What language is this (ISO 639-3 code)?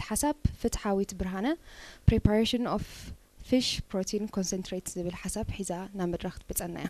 tir